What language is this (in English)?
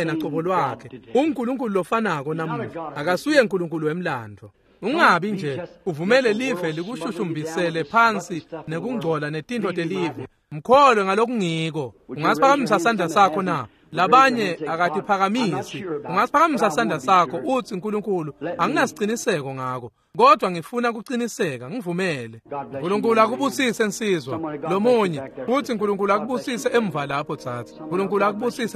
Swati